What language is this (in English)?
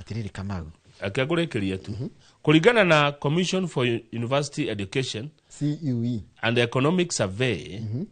Kikuyu